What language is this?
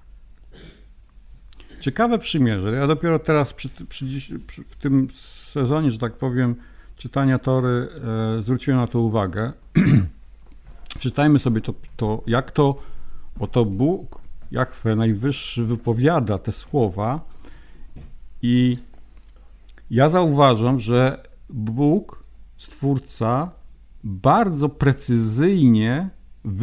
Polish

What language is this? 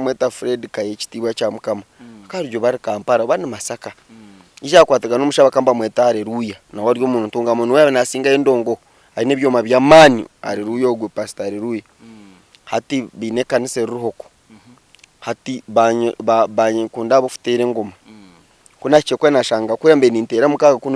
Nyankole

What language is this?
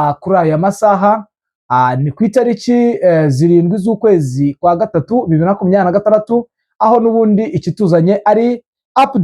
Kinyarwanda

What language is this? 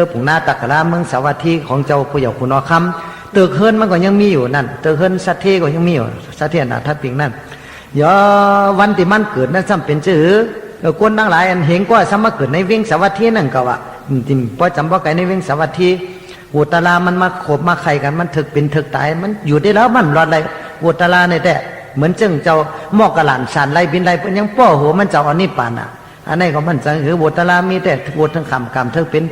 Shan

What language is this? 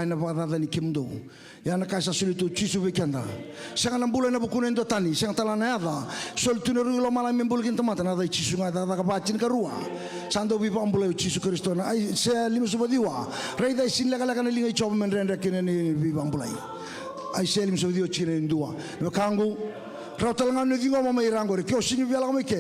Fijian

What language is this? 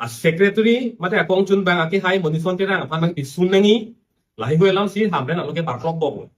Karbi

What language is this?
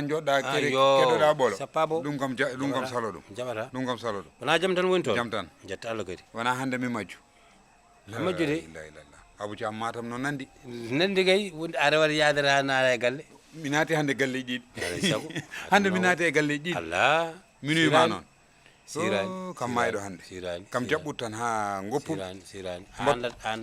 Fula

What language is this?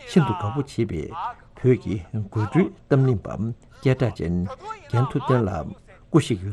Tibetan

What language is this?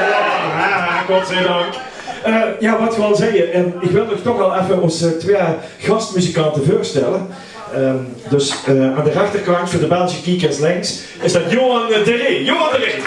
Limburgish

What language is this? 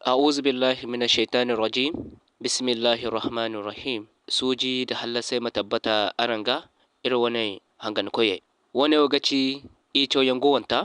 Zarma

